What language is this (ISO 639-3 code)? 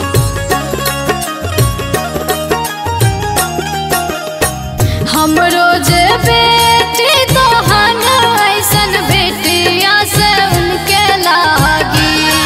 bho